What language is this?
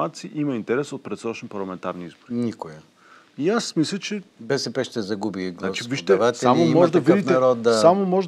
Bulgarian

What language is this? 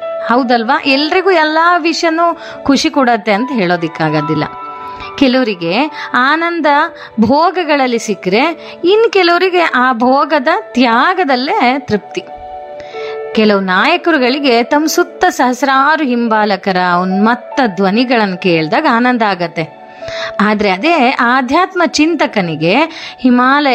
Kannada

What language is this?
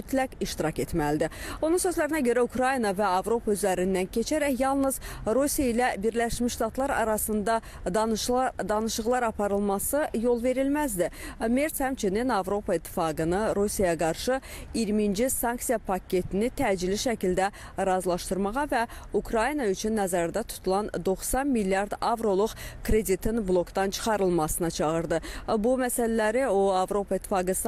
Azerbaijani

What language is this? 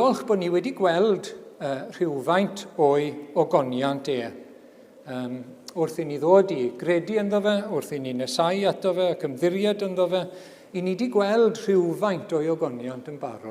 Welsh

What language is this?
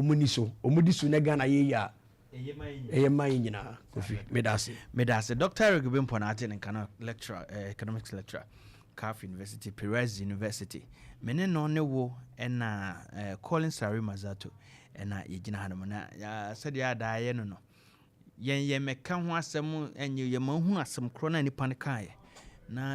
Akan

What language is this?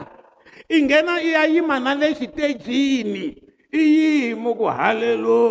Tsonga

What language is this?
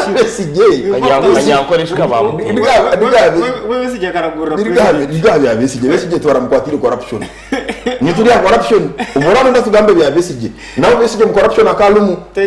Nyankole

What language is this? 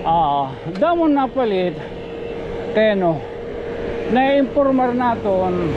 Waray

